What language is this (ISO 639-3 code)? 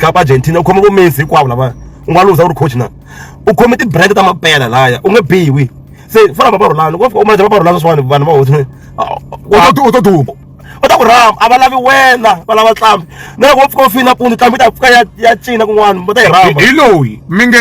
tso